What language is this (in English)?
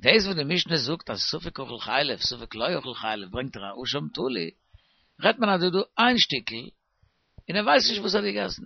Yiddish